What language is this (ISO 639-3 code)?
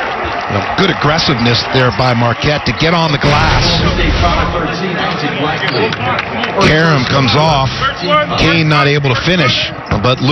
eng